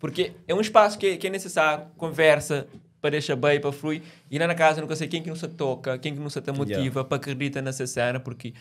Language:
Kabuverdianu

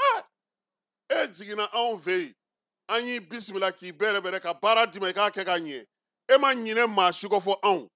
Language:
Bambara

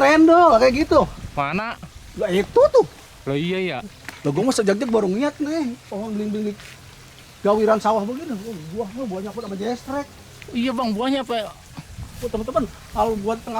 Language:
Betawi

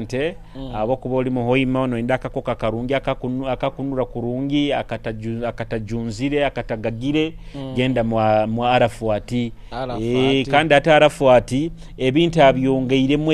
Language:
Nyoro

